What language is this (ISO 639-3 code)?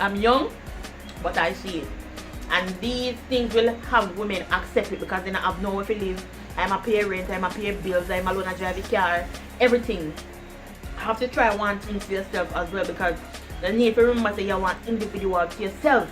jam